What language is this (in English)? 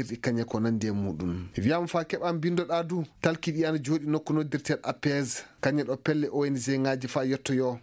Maasina Fulfulde